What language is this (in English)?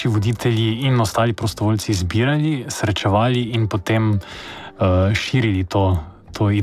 Slovenian